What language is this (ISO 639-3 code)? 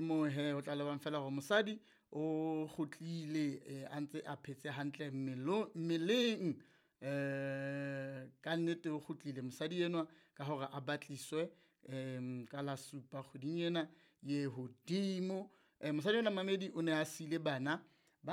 sot